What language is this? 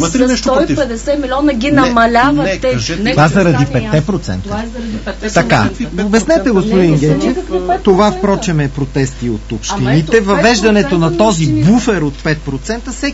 Bulgarian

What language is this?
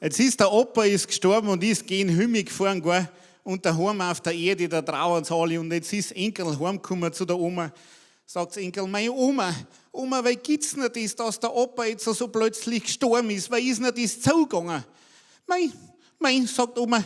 Bavarian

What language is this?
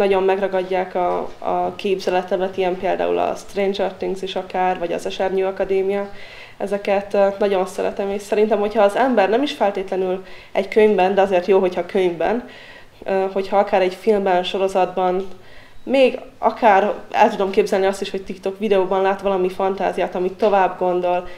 Hungarian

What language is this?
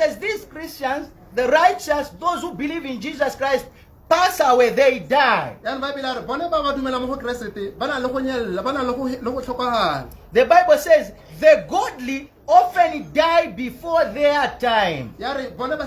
Tswana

